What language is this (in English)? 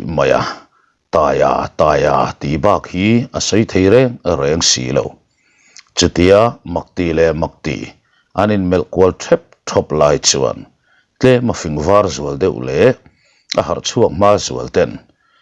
Mizo